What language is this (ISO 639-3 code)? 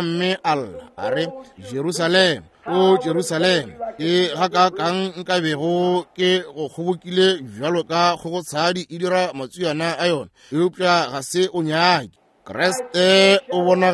nso